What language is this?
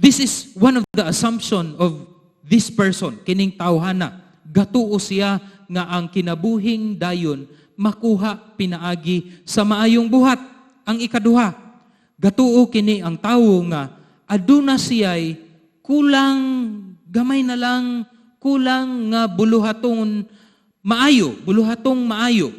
Cebuano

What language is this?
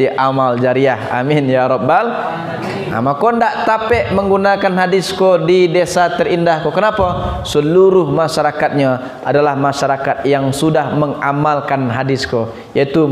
Minangkabau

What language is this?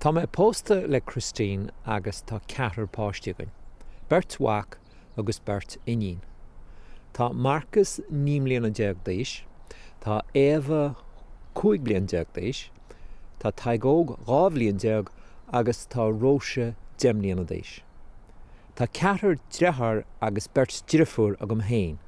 Irish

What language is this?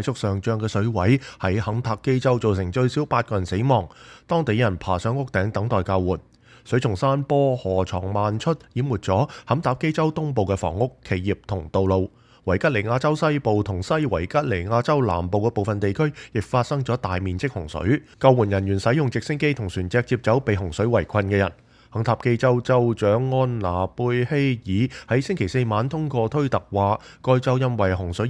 Cantonese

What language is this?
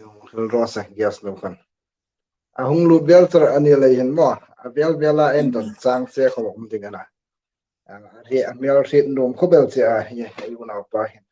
Hmar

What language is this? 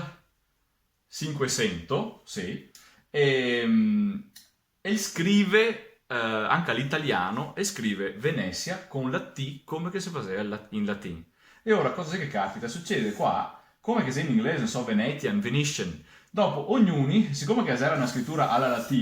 Venetian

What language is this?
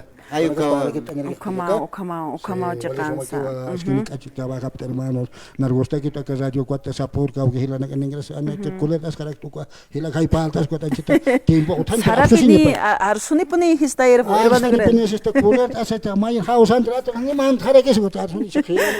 Aymara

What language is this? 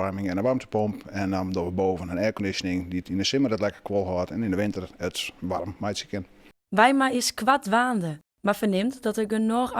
Western Frisian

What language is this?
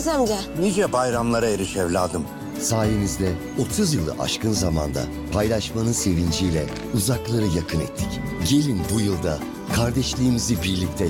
Turkish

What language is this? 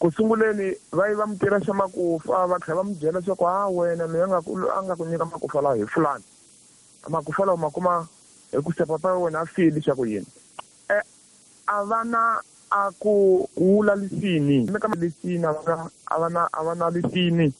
Tsonga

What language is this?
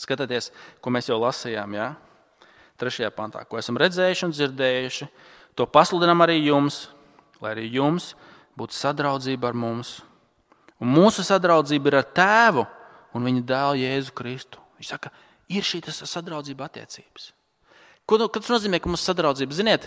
Latvian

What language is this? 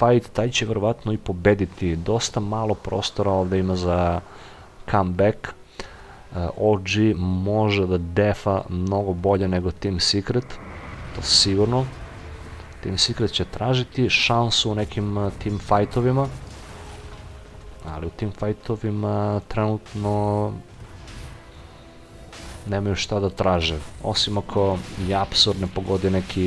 Serbian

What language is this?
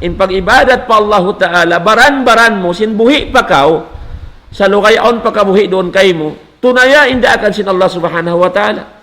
Tausug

